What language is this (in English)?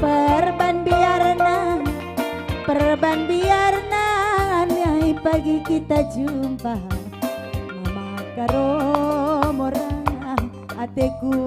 Batak Karo